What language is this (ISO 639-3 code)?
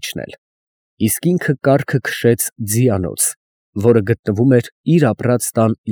hye